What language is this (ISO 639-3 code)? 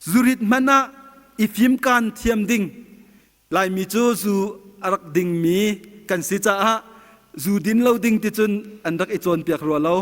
cnh